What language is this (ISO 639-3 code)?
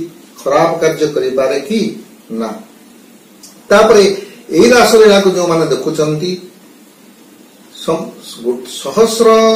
ori